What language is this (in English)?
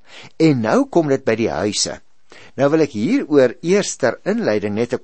Afrikaans